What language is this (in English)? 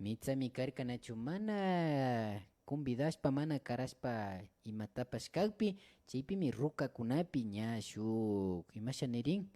Imbabura Highland Quichua